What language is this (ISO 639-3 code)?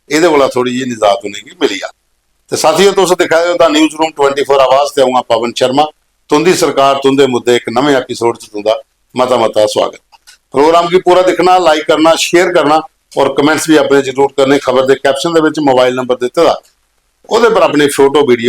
doi